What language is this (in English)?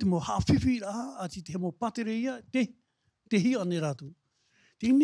Tahitian